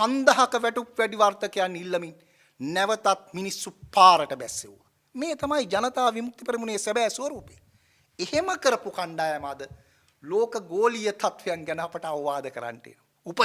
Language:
Sinhala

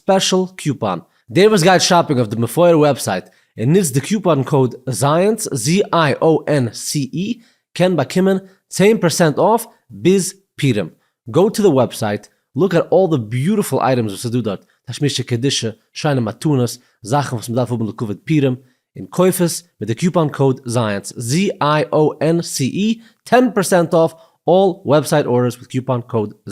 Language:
Yiddish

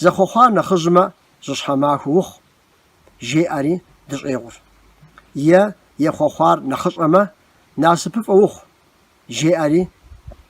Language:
Kabardian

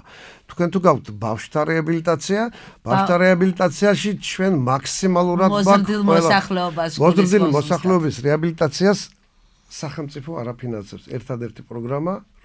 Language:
Georgian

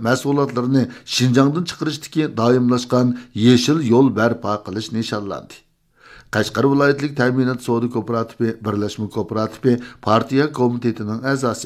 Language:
Uyghur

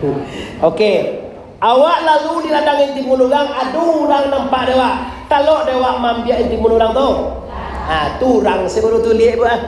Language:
Minangkabau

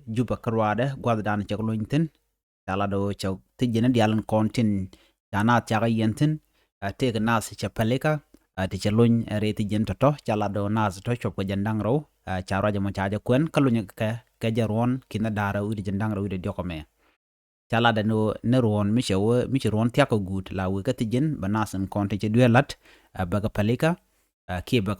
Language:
Nuer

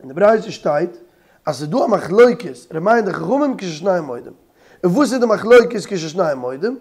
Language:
Yiddish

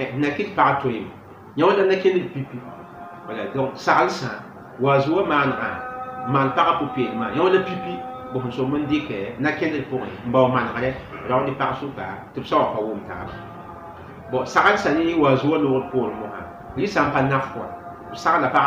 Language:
Mossi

